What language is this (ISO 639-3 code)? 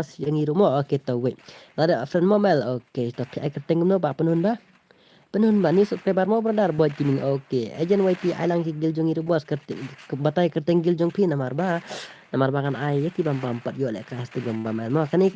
kha